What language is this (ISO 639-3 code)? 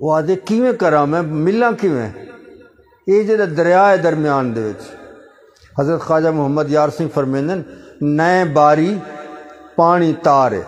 skr